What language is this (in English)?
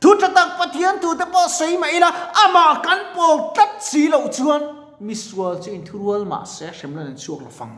Mizo